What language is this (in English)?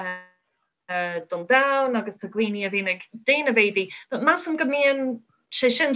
Irish